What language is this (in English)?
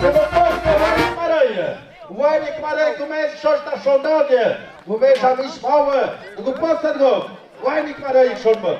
Tlahuitoltepec Mixe